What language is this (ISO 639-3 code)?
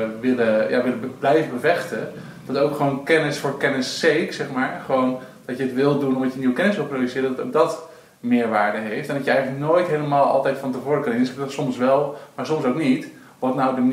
nld